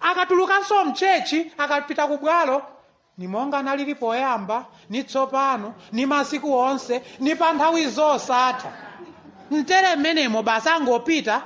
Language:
Nyanja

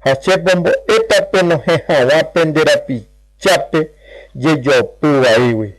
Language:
Guarani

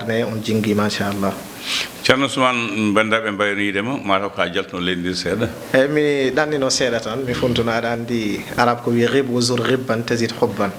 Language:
Fula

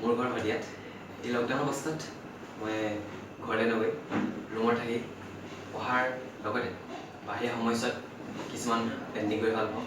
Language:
Assamese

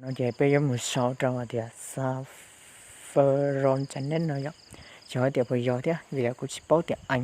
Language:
Hmong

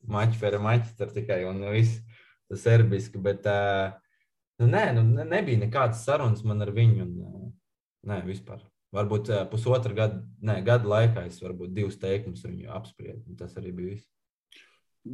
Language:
Latvian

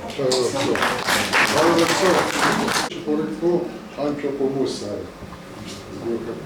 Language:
Adyghe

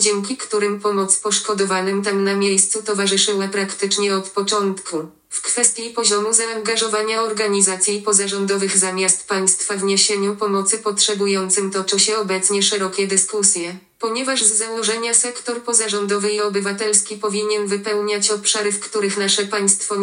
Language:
Polish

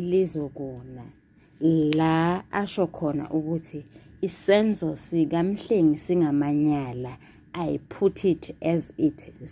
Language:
Zulu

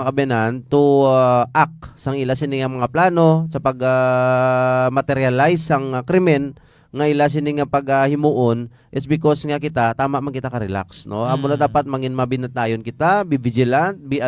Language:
Hiligaynon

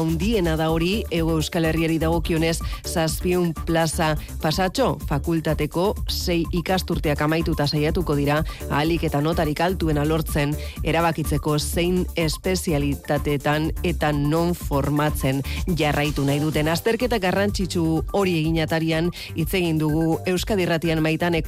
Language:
Basque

